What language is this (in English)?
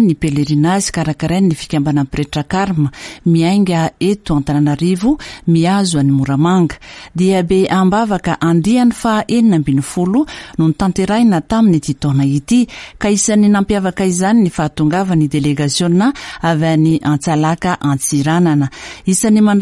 Malagasy